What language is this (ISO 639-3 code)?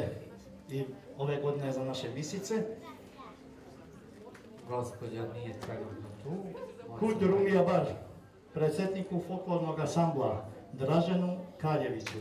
srp